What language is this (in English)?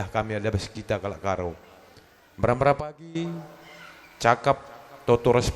Batak Karo